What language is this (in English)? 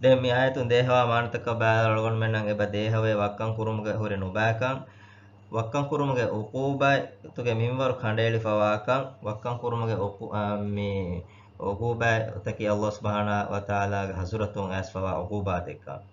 Divehi